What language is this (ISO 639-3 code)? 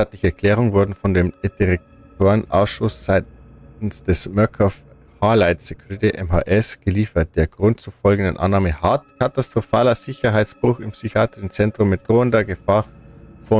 bar